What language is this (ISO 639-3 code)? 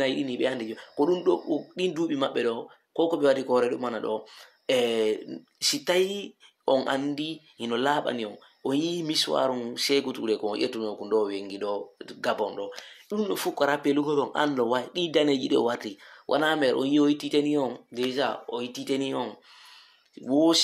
ful